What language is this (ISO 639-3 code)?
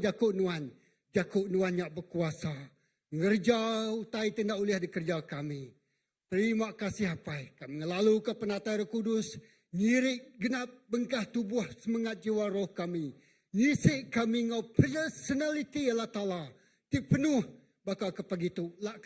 iba